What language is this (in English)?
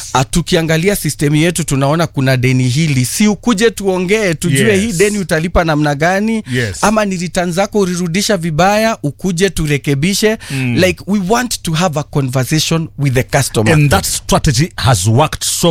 Swahili